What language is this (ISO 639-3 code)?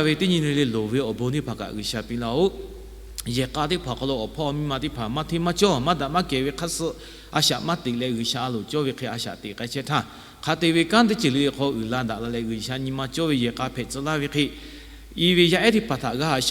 lhu